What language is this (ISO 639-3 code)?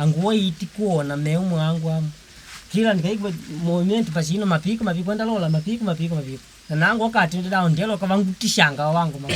kde